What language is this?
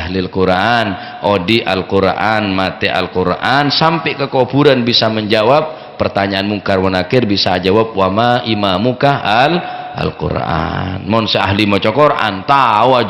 Madurese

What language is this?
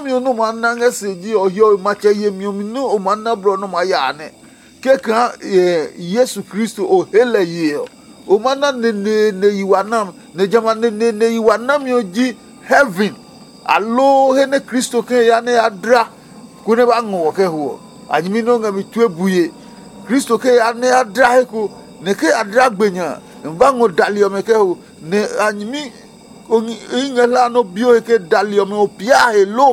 Adangme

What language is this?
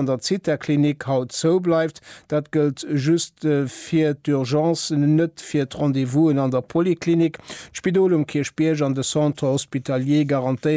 Luxembourgish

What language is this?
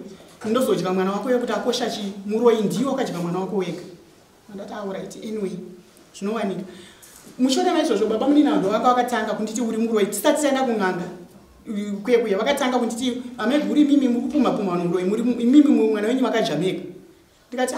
Shona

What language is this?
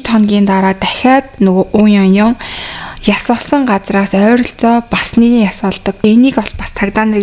Mongolian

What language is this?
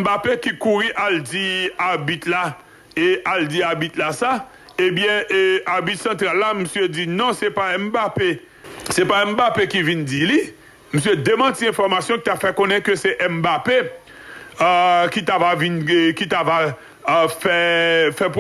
Haitian Creole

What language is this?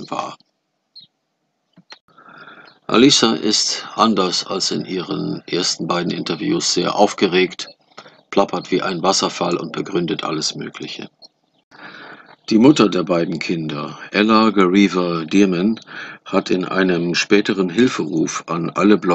German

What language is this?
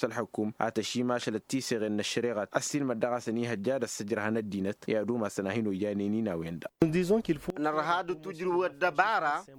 Tamasheq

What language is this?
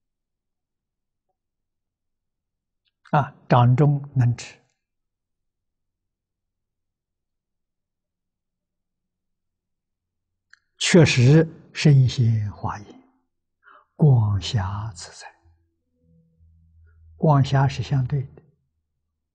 Chinese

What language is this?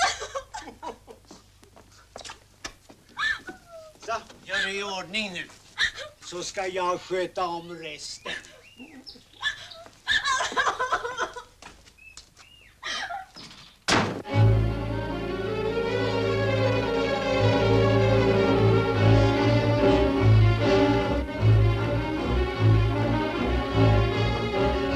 Swedish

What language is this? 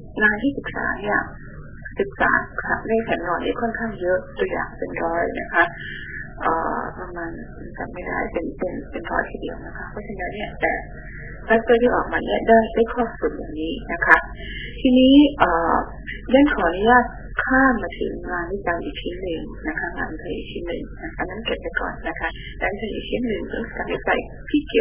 Thai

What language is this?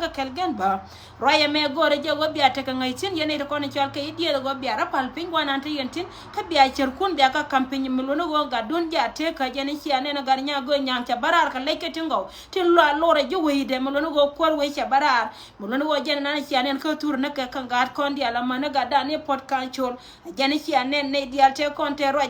Nuer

